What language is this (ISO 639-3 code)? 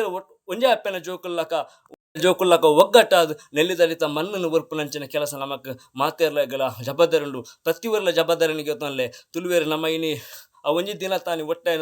tcy